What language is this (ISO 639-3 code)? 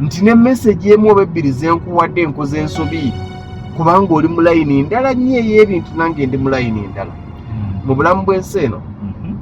lug